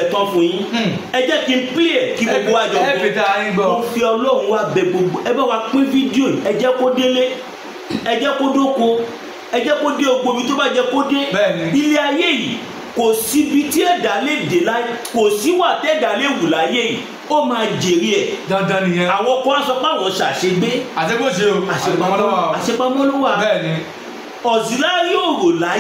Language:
Yoruba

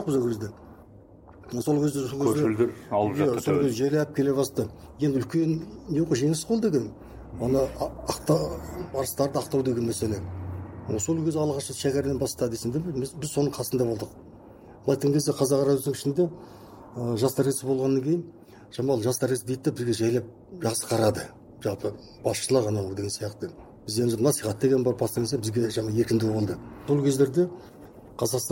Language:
Kazakh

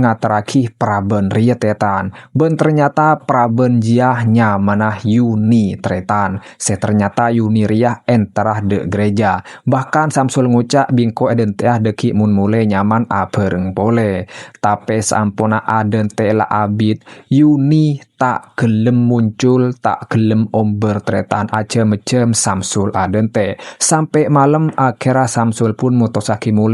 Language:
Madurese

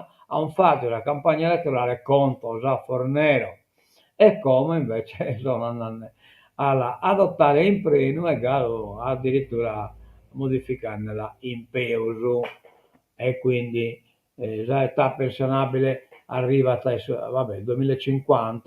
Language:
Sardinian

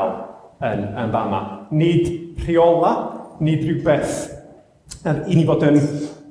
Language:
Welsh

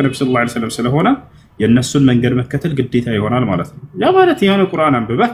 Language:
Amharic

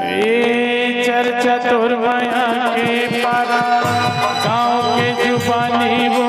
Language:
Chhattisgarhi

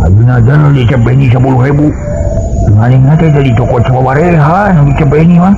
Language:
Sundanese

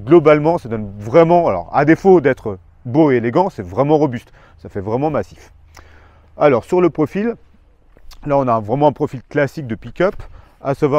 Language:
French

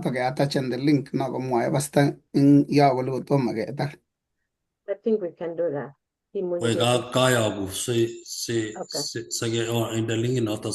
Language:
Kalenjin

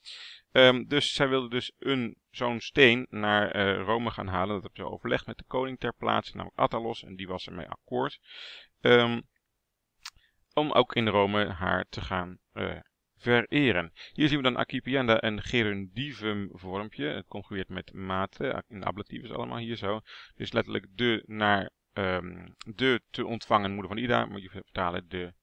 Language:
Dutch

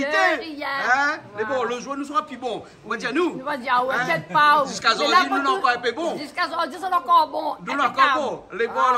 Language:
Réunion Creole French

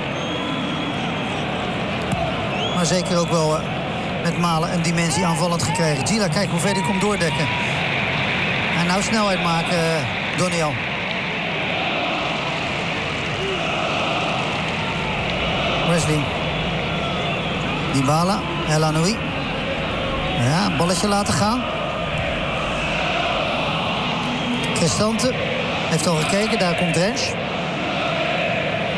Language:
Dutch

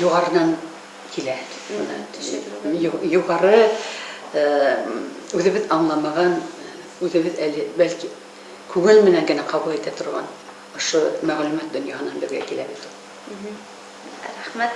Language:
Bashkir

